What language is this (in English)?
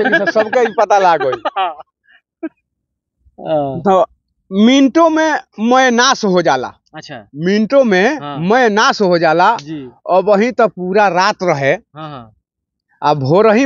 Bhojpuri